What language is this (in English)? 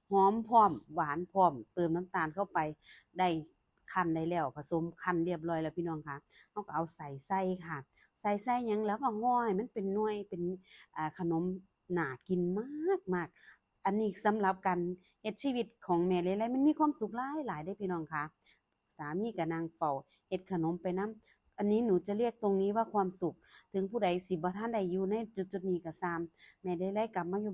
Northeastern Thai